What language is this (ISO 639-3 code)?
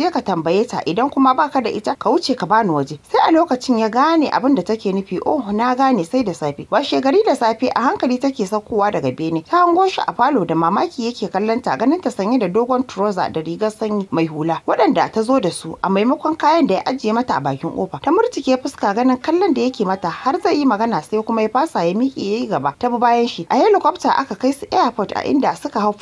hau